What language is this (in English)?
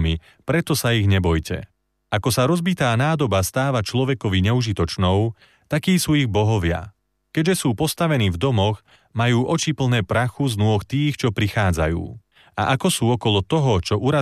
Slovak